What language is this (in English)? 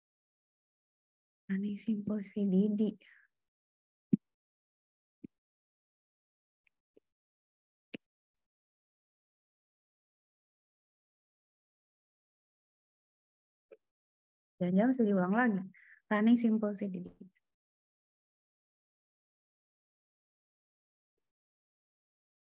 Indonesian